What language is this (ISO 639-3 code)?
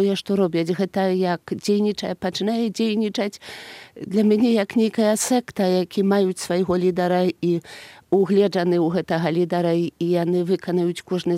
bel